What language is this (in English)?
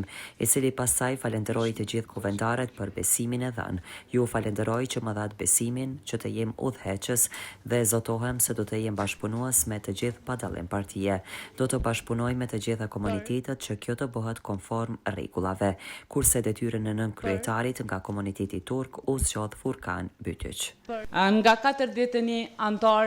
Albanian